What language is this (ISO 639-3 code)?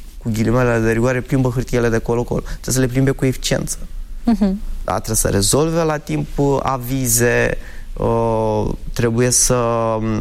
ron